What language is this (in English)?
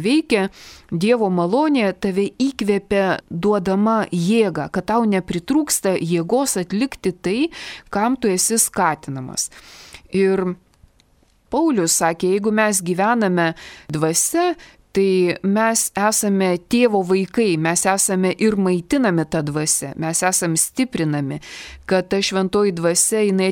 Lithuanian